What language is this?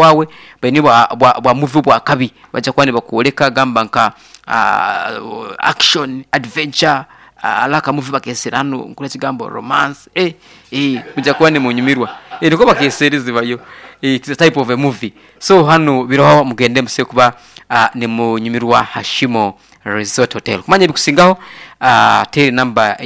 Nyoro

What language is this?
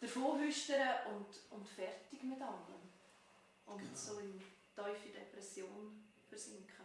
Swiss German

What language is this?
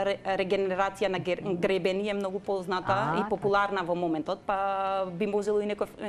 Macedonian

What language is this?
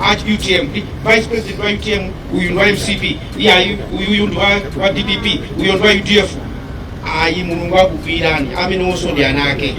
Nyanja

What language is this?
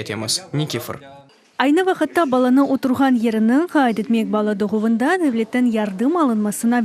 Crimean Tatar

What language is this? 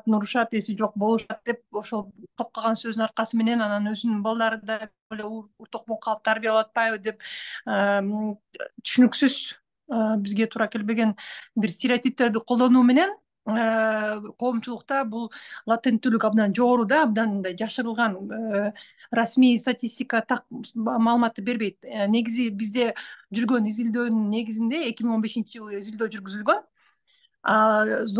Kyrgyz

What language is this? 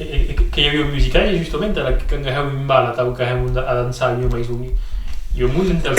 Occitan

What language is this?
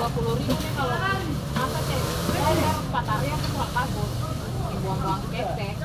Ambonese Malay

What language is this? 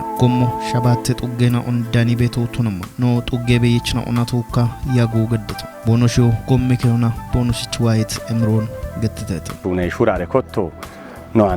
Kafa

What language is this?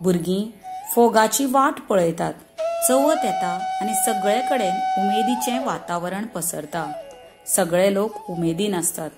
Konkani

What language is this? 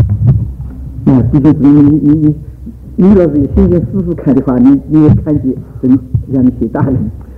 Chinese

